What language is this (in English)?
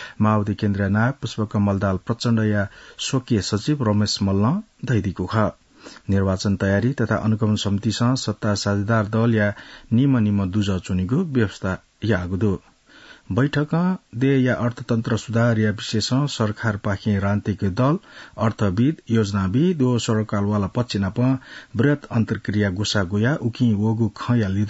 Newari